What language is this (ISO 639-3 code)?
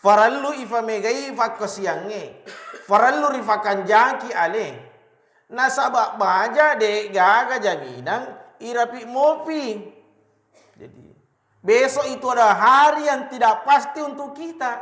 bug